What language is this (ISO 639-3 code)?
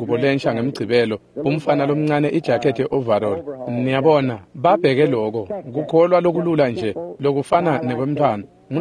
ssw